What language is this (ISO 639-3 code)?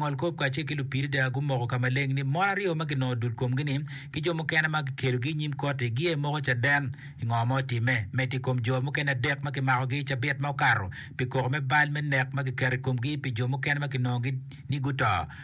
ach